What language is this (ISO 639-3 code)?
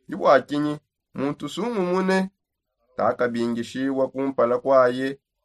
sop